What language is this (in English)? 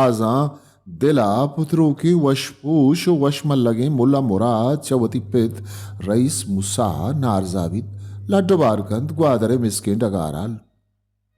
Baluchi